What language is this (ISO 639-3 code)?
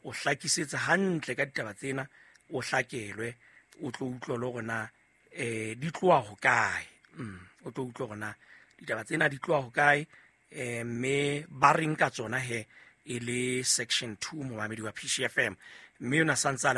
sot